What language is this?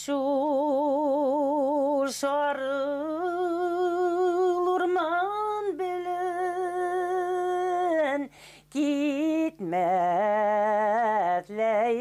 Bashkir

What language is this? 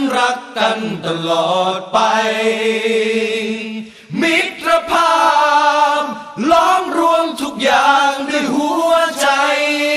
Thai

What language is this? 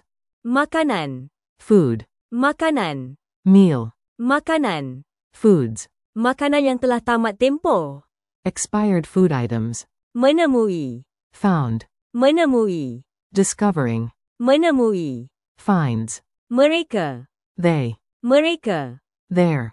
Malay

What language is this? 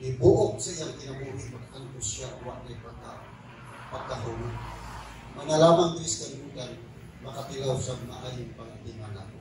Cebuano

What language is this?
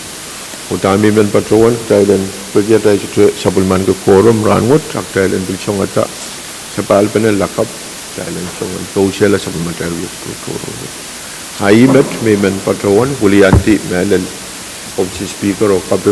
Pohnpeian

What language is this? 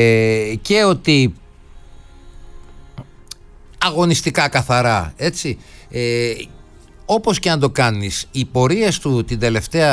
Greek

